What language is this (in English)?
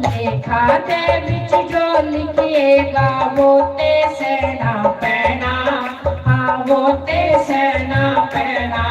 Dogri